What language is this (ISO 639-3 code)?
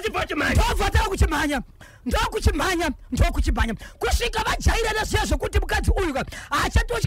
sna